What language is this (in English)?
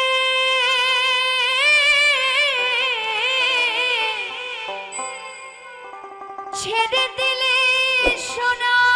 Bangla